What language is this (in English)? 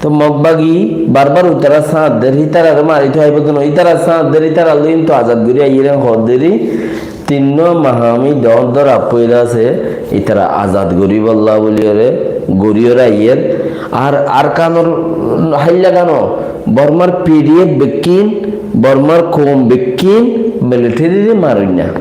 Rohingya